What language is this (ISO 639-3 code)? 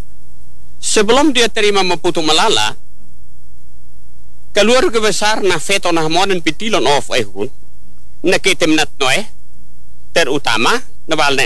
ind